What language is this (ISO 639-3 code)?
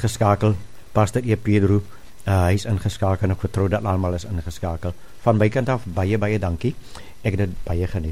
afr